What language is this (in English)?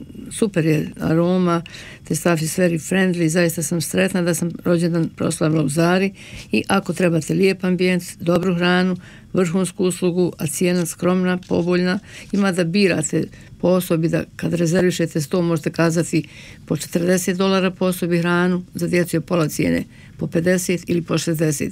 Croatian